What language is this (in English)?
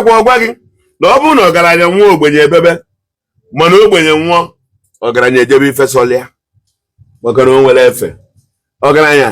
Igbo